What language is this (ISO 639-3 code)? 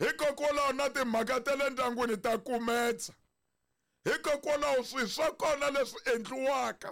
tso